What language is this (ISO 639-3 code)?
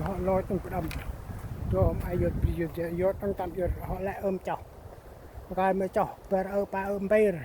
cmo